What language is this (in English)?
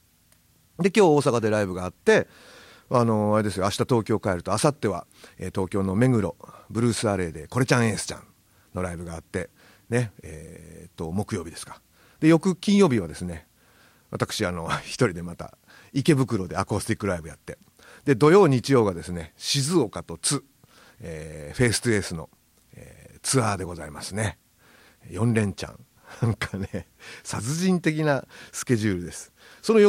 Japanese